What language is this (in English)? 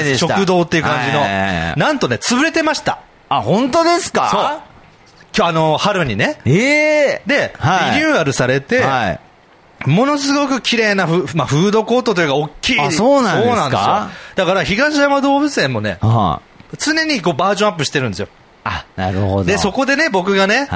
Japanese